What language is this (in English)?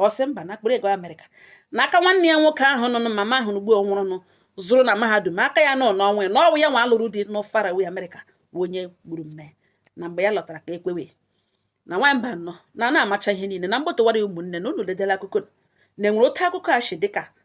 Igbo